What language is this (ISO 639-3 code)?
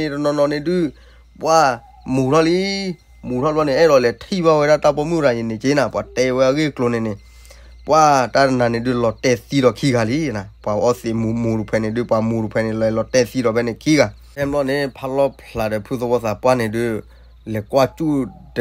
ksw